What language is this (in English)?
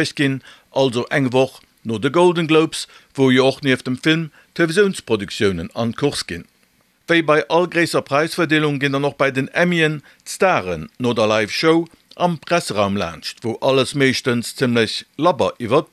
Luxembourgish